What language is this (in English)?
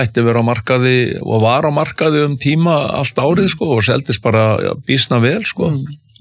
Icelandic